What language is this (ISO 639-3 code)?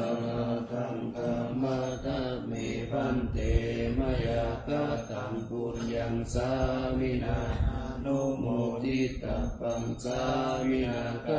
pli